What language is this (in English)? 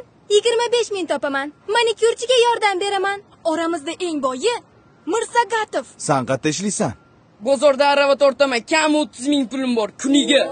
Uzbek